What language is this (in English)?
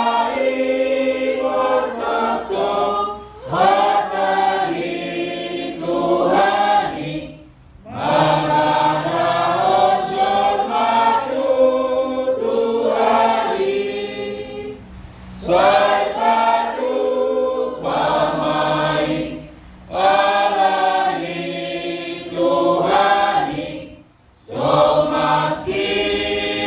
Batak Toba